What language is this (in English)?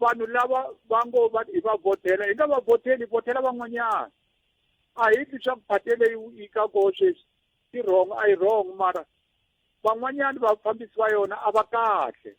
Tsonga